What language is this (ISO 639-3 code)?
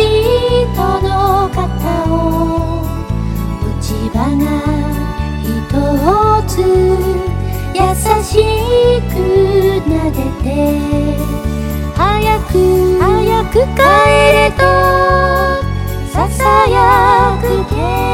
jpn